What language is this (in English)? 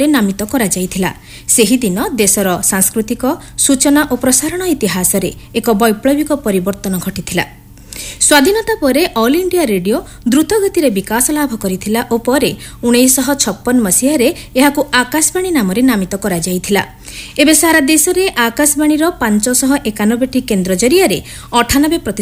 Odia